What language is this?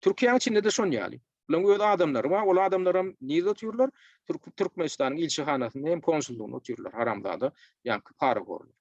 Turkmen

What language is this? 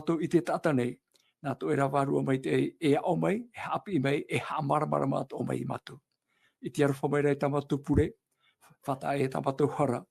Tahitian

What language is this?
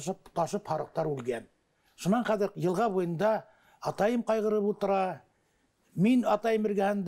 Bashkir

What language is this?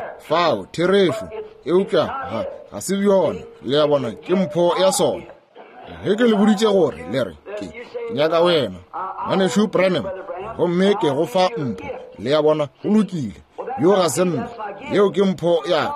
Northern Sotho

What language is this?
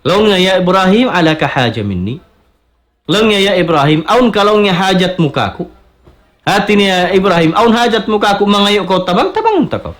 Tausug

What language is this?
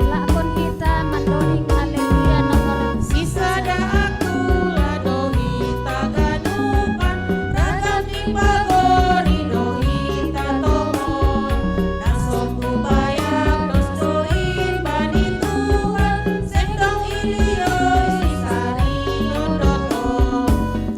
Batak Simalungun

